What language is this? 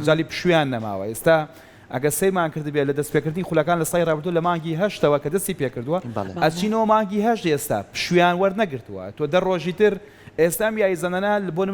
Central Kurdish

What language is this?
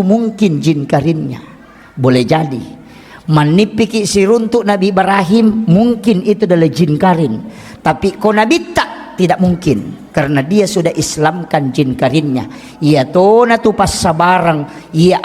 Buginese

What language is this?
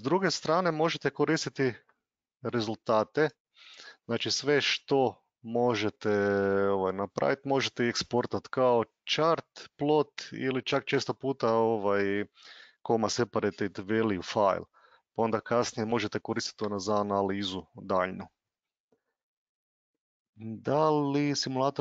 Croatian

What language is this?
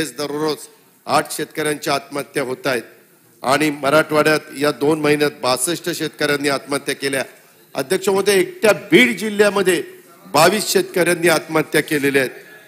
Marathi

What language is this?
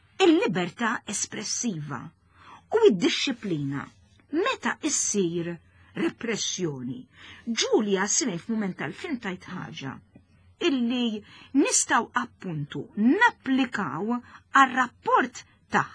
Maltese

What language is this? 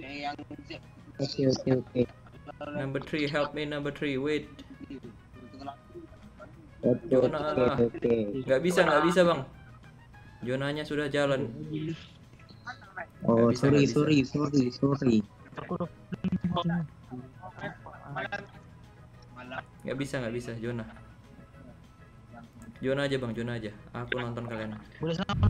Indonesian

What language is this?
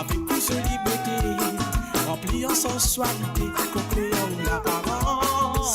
Morisyen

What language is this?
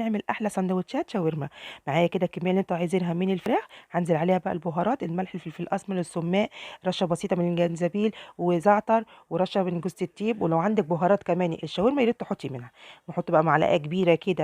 Egyptian Arabic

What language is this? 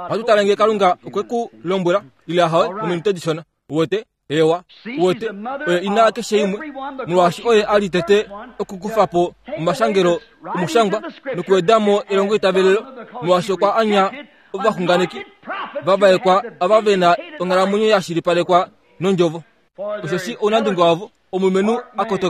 Kuanyama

